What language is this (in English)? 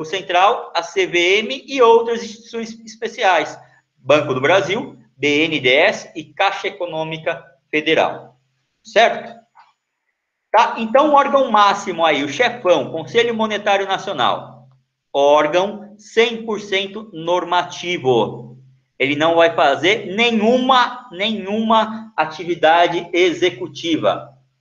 Portuguese